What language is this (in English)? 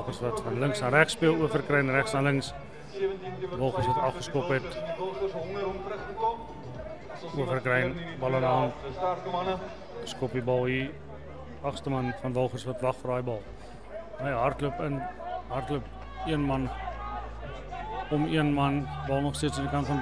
Afrikaans